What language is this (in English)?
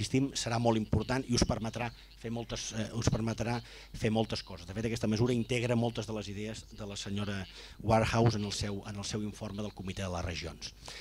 Catalan